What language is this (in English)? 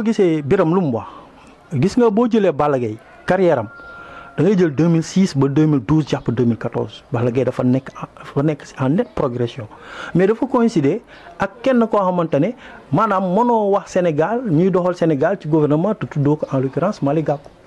Wolof